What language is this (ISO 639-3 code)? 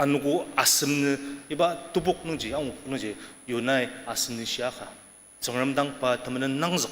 njo